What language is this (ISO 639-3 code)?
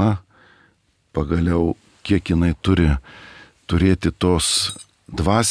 lit